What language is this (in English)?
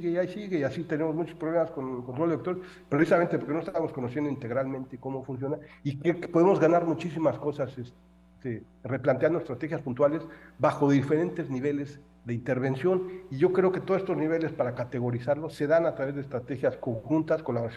Spanish